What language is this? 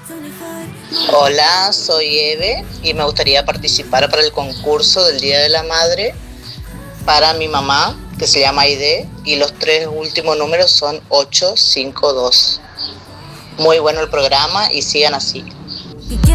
Spanish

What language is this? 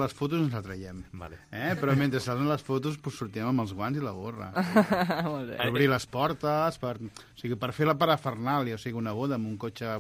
Catalan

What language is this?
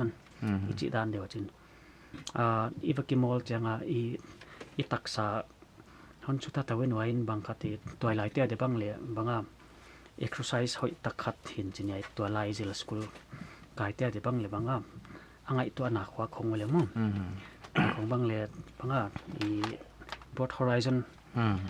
Paite Chin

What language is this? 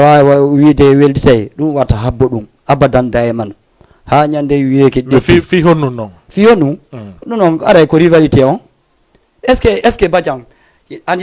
Fula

